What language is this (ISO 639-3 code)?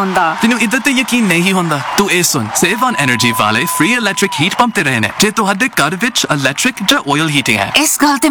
pan